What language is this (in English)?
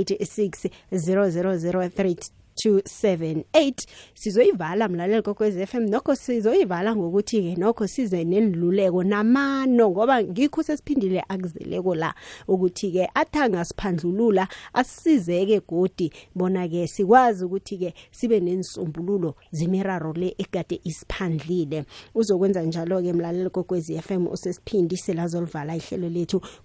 South Ndebele